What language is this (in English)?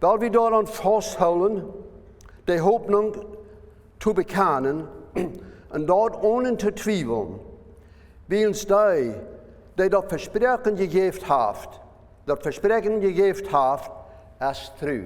Plautdietsch